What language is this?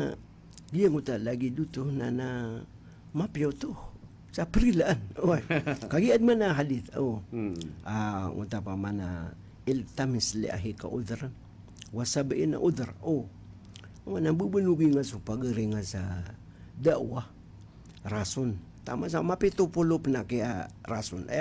Maranao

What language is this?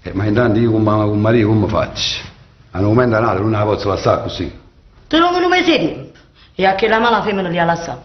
Neapolitan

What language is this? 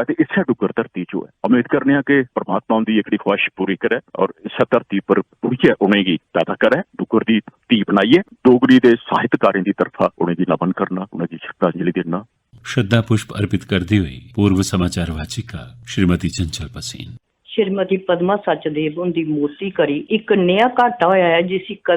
Dogri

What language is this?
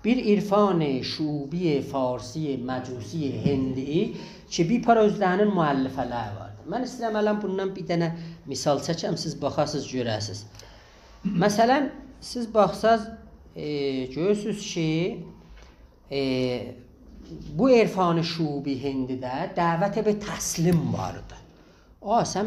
South Azerbaijani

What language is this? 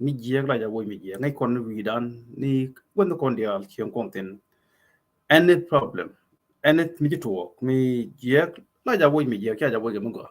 Nuer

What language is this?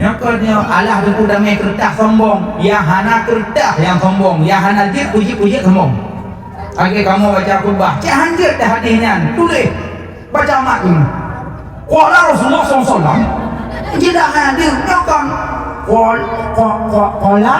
Achinese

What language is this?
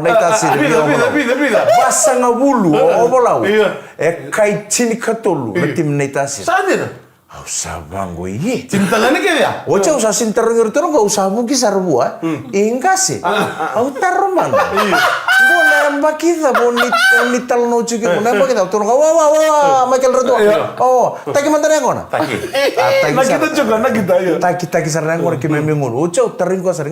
Fijian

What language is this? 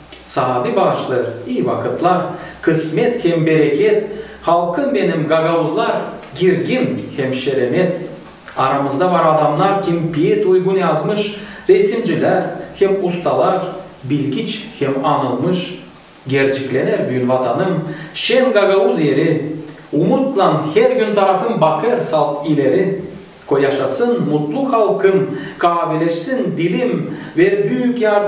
Gagauz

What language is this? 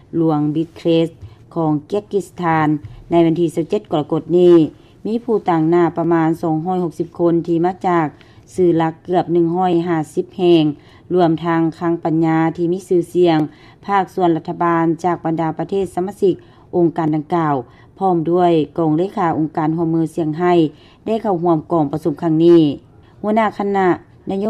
Lao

